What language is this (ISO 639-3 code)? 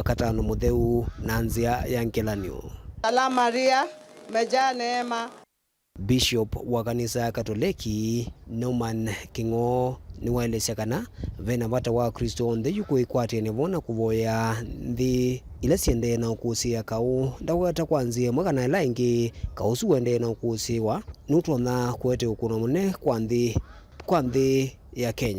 kam